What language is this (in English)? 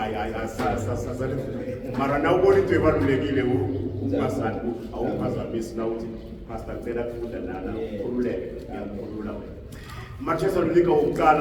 Zulu